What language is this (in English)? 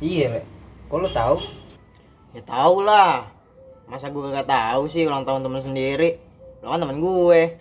Betawi